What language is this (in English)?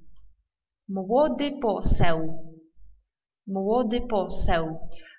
Polish